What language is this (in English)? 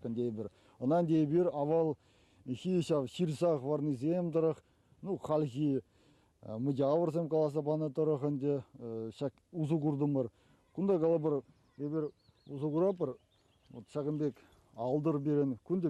Chuvash